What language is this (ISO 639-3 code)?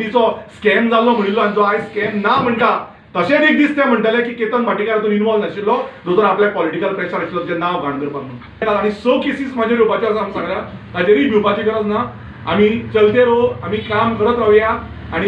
kok